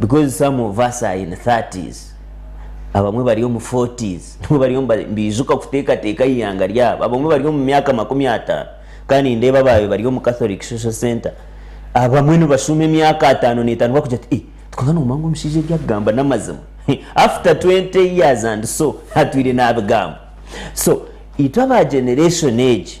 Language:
Nyankole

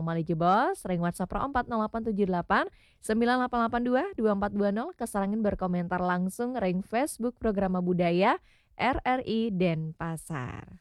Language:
Balinese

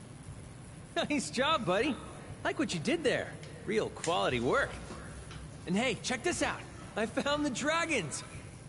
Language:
English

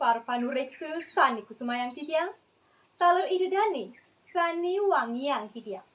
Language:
Balinese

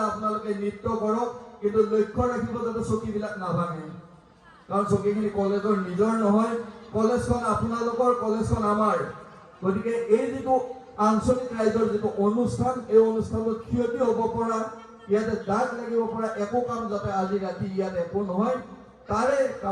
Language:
Assamese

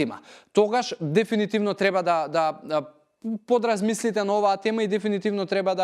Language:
Macedonian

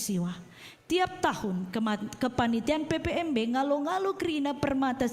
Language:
Batak Karo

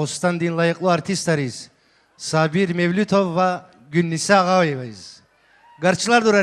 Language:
Tabassaran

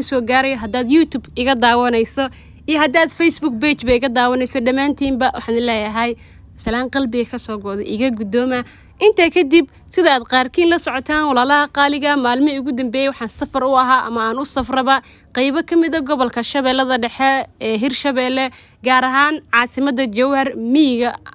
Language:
Somali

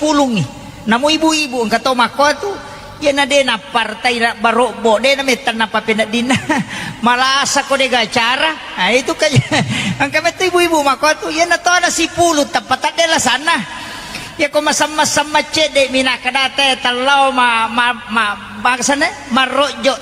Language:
Buginese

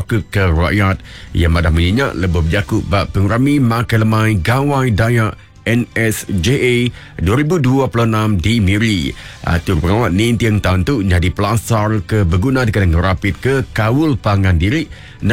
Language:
Iban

